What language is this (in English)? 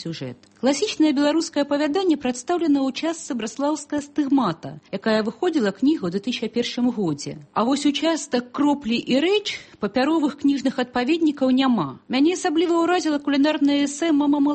Belarusian